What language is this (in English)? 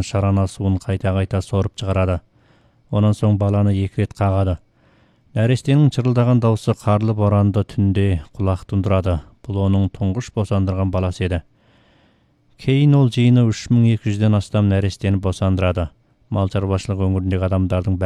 Kazakh